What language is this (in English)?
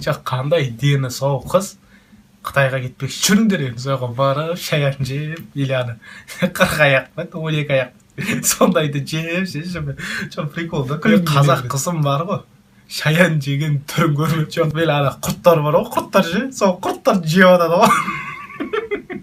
Kazakh